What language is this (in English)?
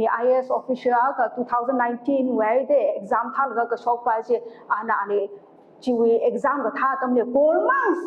Tangkhul Naga (India)